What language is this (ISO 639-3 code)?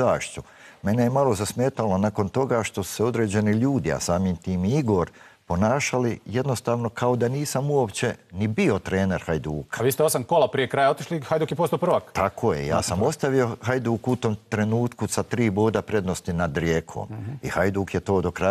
bos